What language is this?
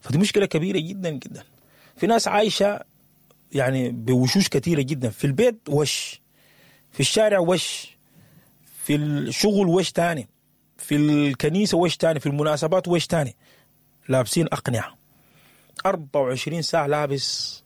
Sudanese Arabic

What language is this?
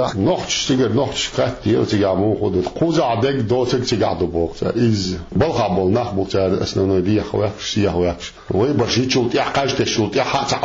Chechen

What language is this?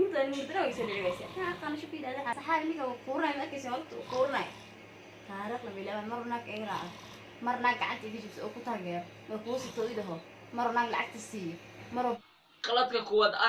Somali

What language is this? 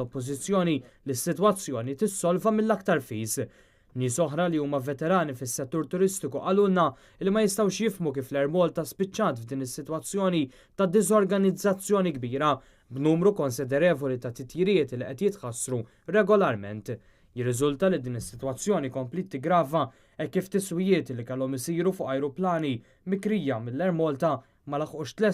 Maltese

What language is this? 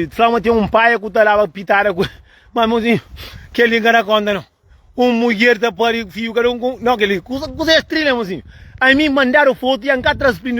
Kabuverdianu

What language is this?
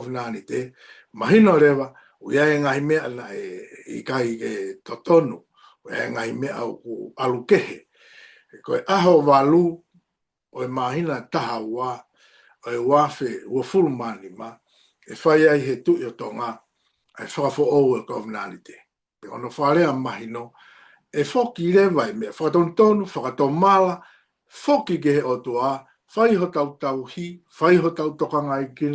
Tongan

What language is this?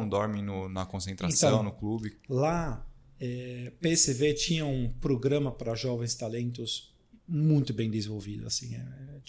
Portuguese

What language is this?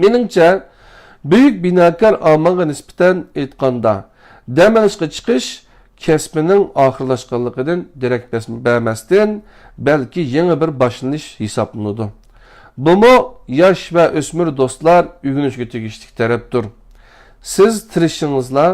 Uyghur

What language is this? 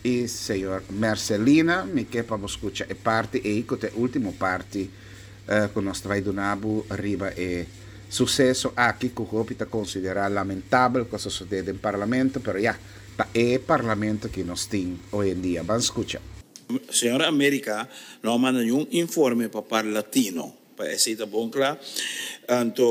Papiamento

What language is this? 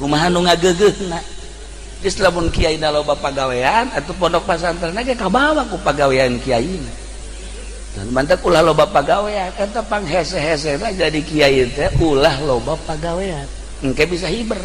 Sundanese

